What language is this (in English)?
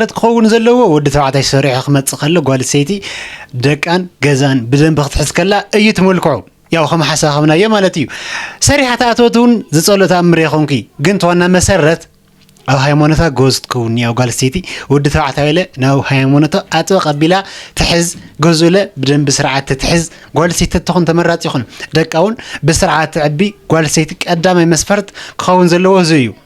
Tigrinya